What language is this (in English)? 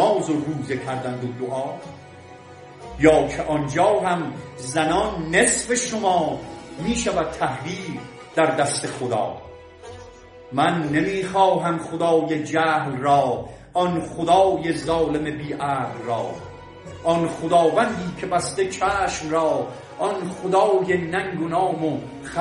Persian